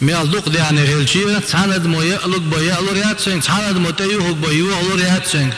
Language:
Chechen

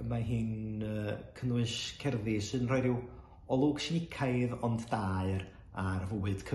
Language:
Welsh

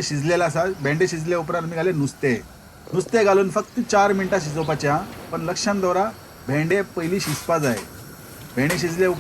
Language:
Konkani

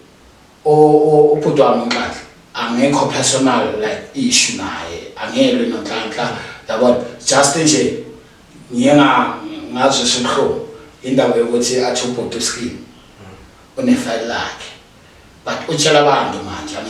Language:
Zulu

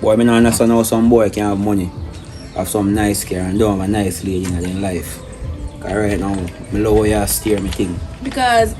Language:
Jamaican Creole English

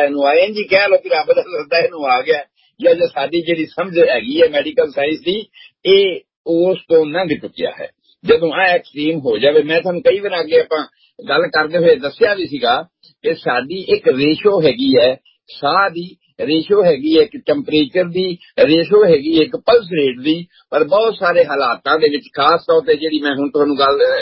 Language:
Punjabi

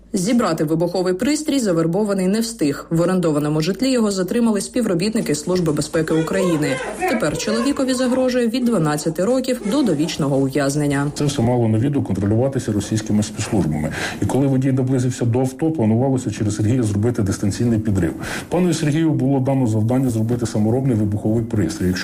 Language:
Ukrainian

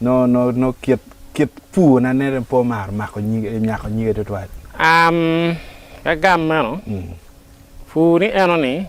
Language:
Acoli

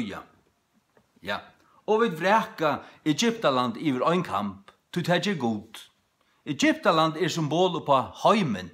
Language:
Faroese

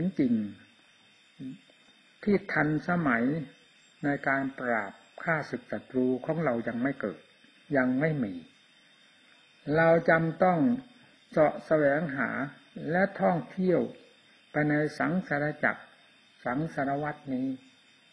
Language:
Thai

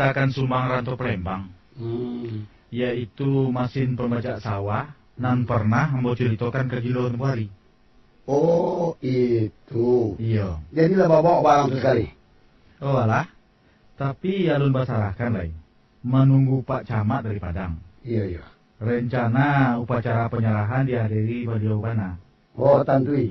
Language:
Minangkabau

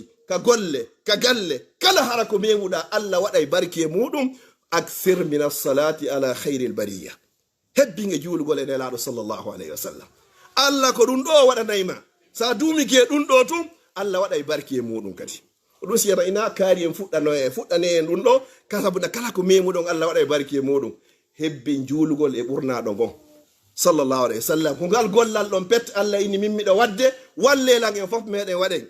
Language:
Fula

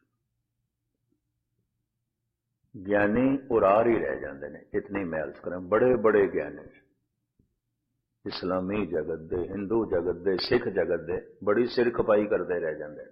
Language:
Punjabi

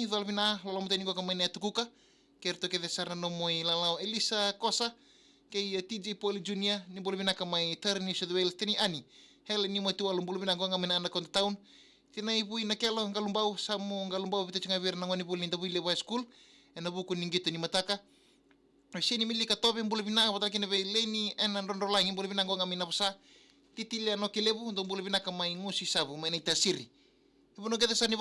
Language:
Fijian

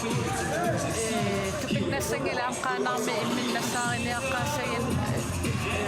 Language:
Kalaallisut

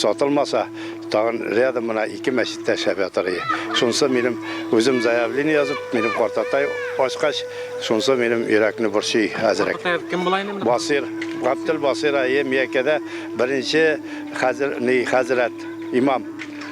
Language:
Bashkir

